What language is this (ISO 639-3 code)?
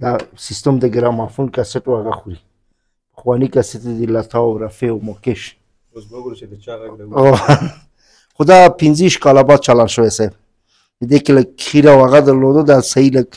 pus